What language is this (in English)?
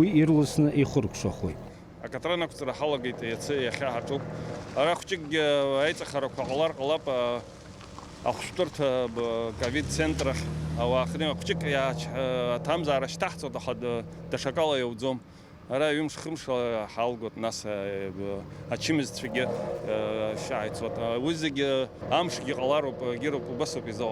Abkhazian